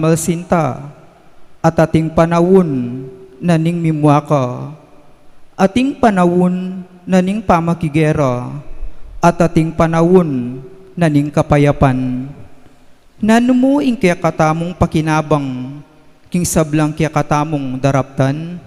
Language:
Pampanga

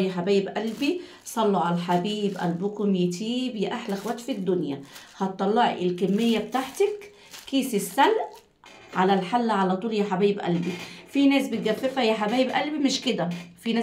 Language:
Egyptian Arabic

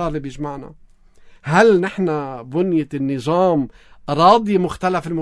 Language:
North Levantine Arabic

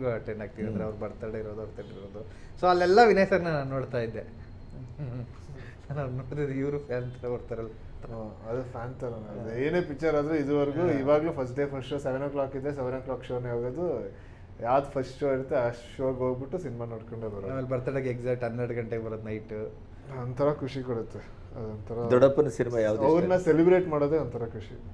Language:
Kannada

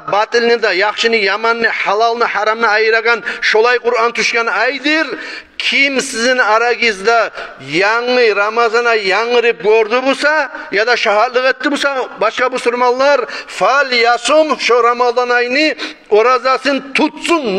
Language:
Kumyk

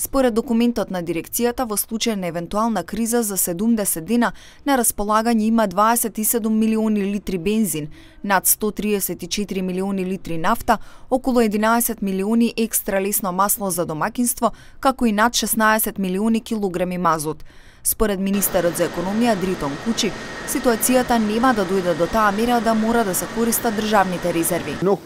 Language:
Macedonian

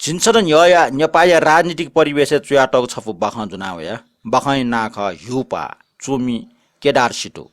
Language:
Newari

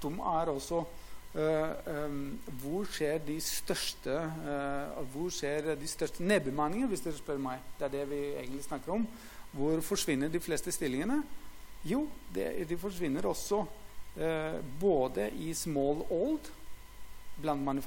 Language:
Norwegian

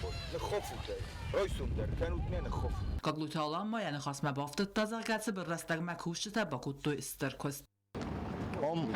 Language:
Ossetic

